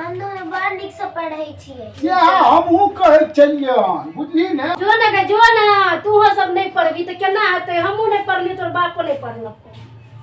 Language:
Maithili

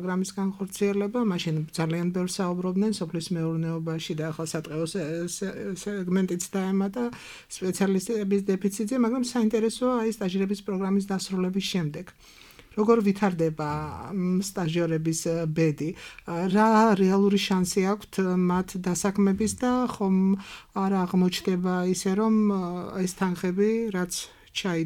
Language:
Georgian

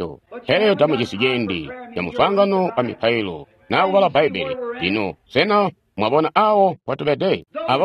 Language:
Tonga (Zambia)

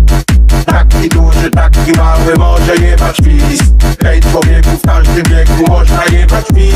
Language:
Polish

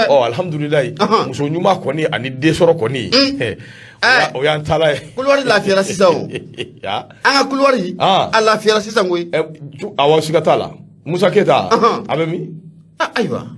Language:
Bambara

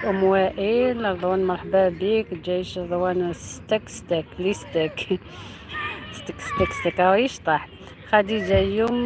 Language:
Algerian Arabic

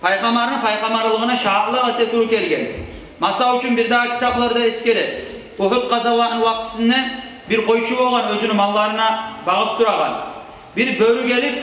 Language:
Kumyk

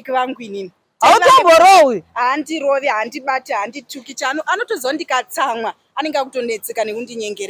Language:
Shona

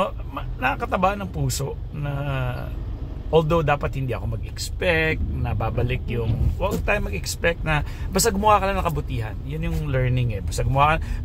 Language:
Filipino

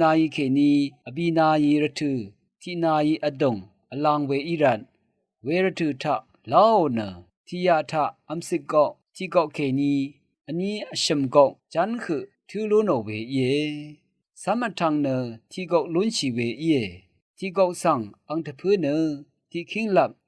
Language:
Rawang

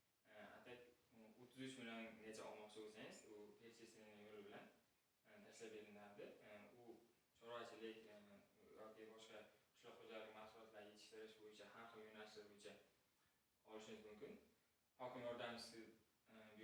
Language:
Uzbek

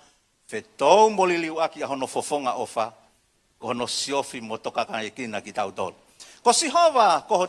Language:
Tongan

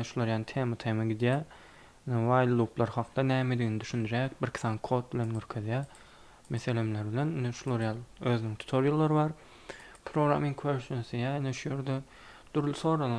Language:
Turkmen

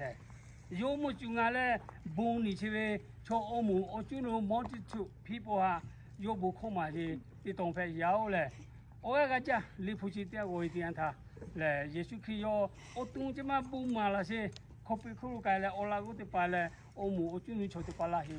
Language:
Lahu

